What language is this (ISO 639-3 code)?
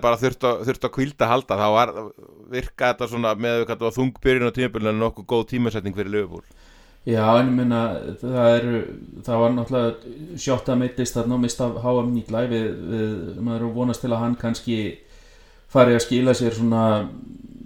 isl